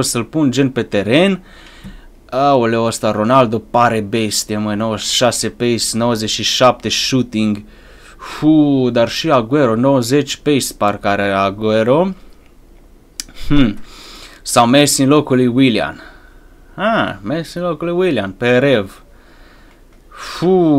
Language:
Romanian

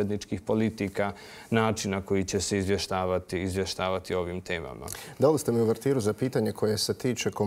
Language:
Bosnian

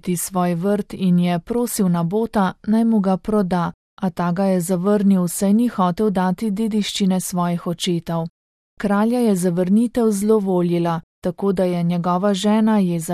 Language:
Slovenian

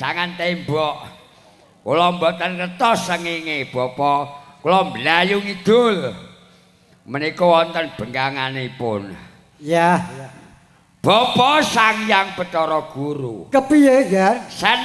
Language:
Javanese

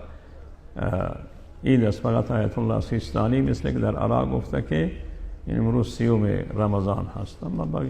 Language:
Persian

